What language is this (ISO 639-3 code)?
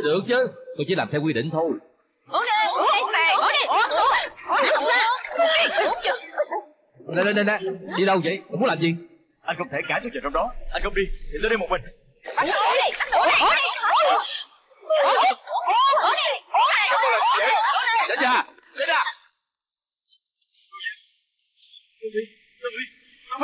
vie